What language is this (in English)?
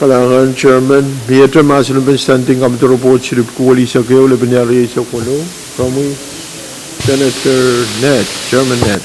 Pohnpeian